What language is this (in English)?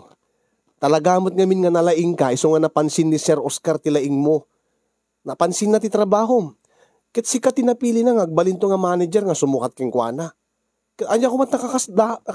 Iloko